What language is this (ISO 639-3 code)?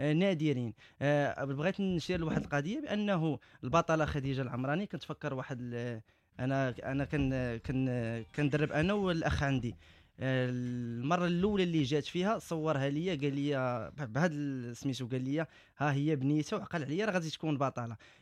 ary